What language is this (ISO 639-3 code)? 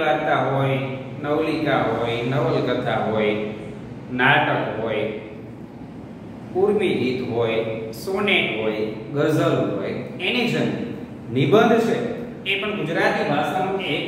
guj